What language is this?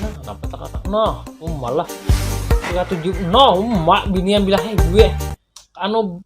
Banjar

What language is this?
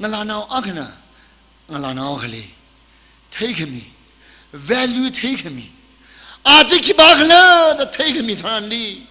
Tangkhul Naga (India)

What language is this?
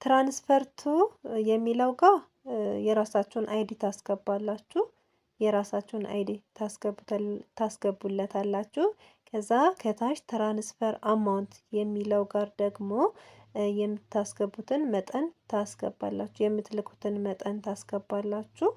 Amharic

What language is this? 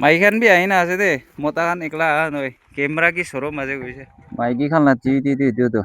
Naga Pidgin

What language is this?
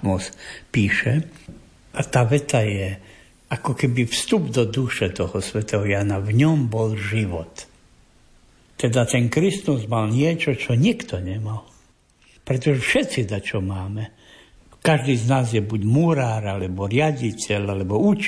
Slovak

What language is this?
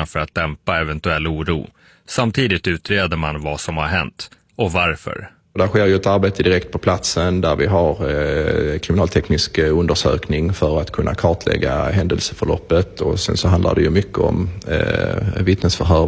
Swedish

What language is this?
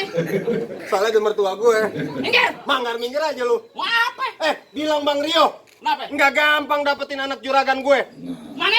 Betawi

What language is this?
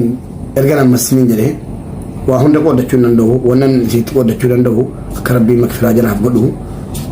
Oromo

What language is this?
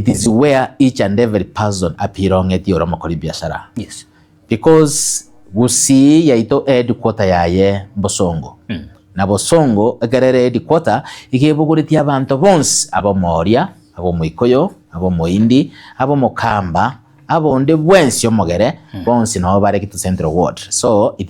Gusii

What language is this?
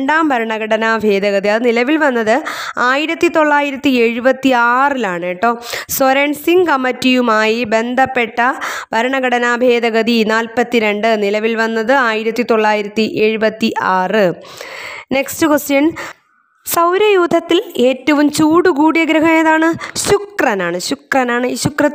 Malayalam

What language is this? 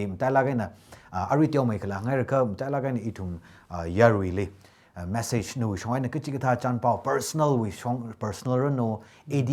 Tangkhul Naga (India)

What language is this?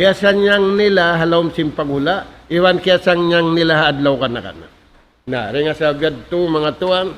Tausug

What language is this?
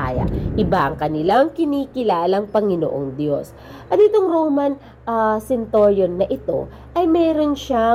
Filipino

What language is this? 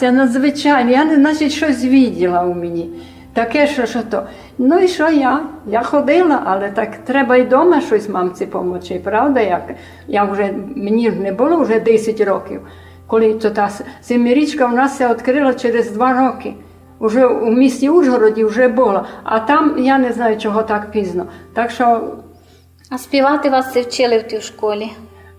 Rusyn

